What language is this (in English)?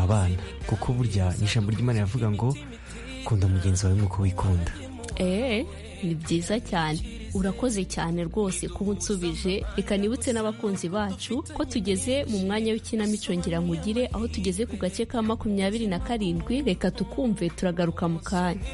Kinyarwanda